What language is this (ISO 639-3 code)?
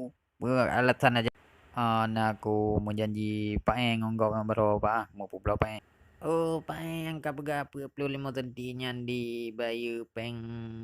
ace